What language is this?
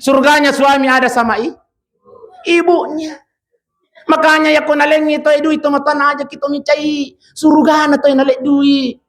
Buginese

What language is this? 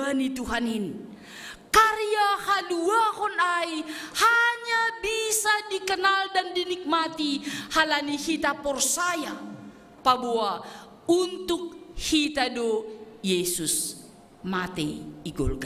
Batak Simalungun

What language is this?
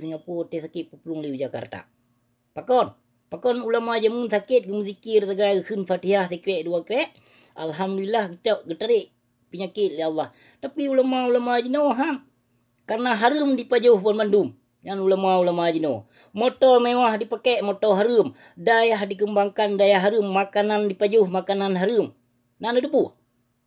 Achinese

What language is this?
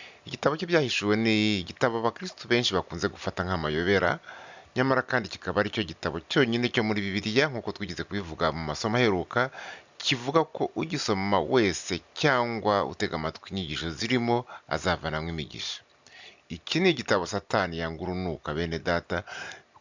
Kinyarwanda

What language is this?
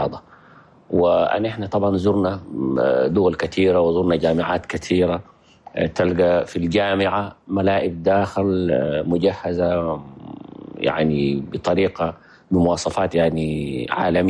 Chadian Arabic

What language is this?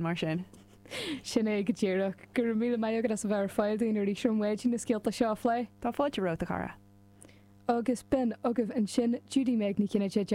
Irish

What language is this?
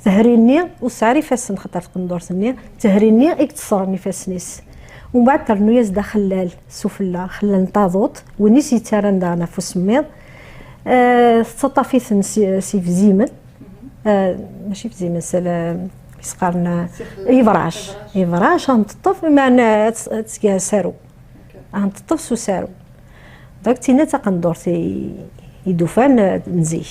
Kabyle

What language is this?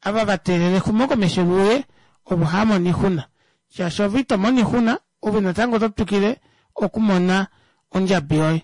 Kuanyama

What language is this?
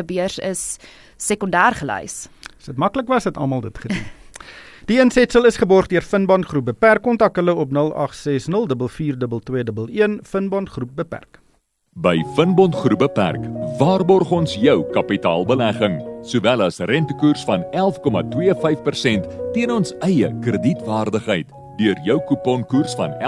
Afrikaans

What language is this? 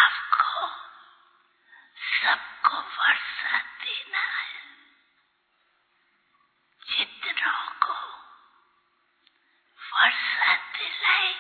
Hindi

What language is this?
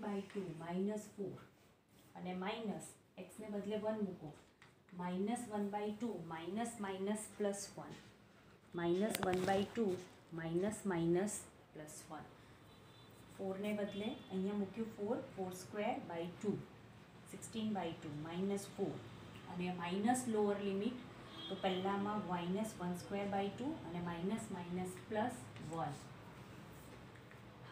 Gujarati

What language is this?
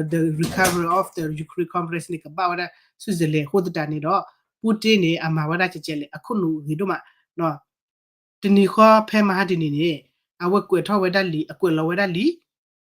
S'gaw Karen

